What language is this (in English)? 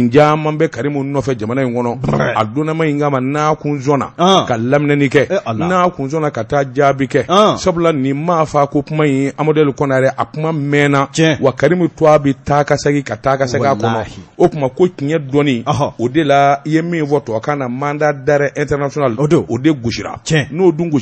Bambara